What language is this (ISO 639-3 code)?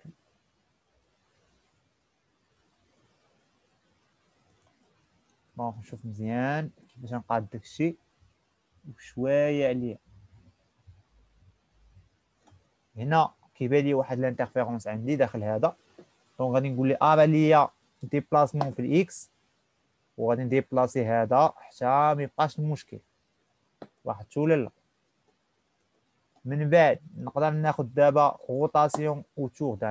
ary